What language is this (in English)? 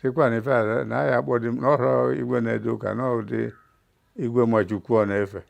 Igbo